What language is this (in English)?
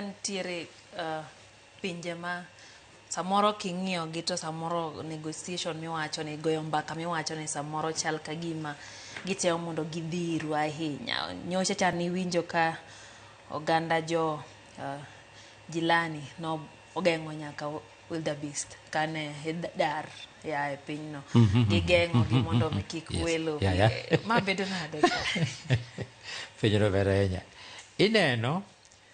Luo (Kenya and Tanzania)